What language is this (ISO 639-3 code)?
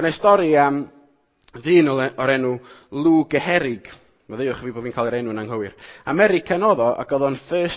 cym